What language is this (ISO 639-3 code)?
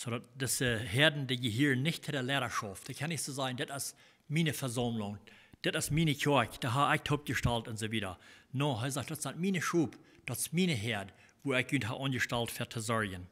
pdt